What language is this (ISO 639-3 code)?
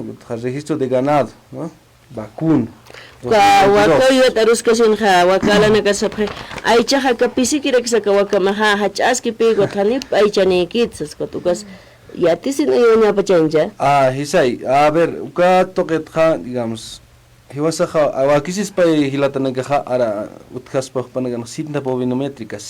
aym